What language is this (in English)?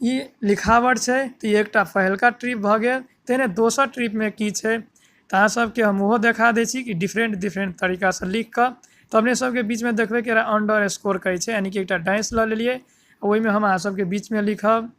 Maithili